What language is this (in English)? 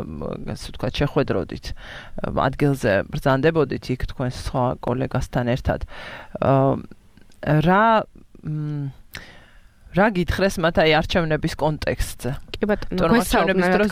Georgian